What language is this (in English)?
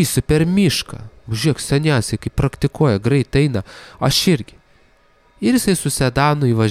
Lithuanian